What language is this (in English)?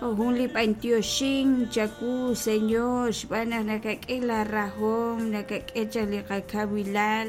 Kekchí